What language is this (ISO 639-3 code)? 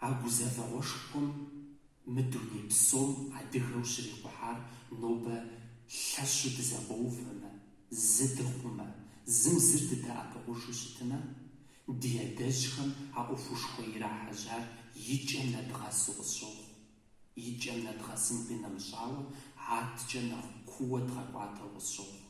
kbd